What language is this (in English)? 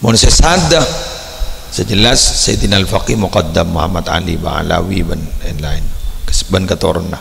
Madurese